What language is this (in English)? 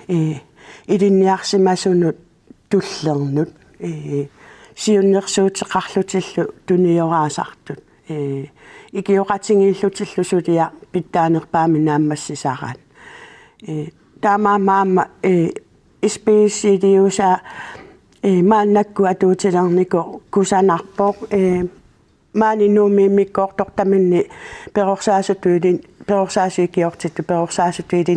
Kalaallisut